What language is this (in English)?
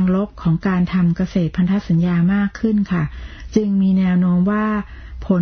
Thai